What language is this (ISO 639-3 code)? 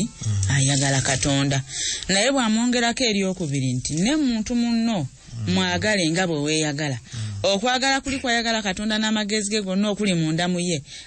lug